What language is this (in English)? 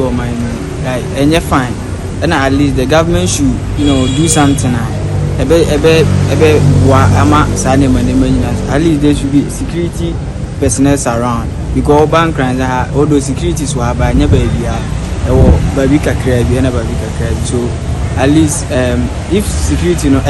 Akan